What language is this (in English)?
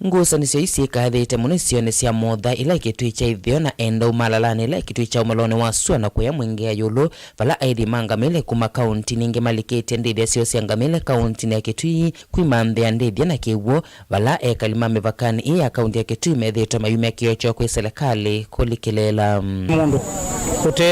Kamba